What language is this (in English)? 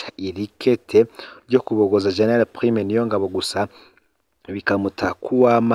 Rundi